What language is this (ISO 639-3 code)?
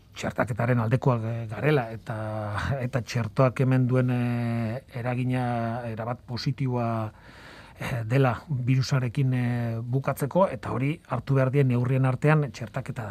eus